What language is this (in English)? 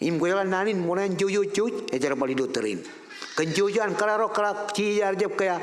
Marshallese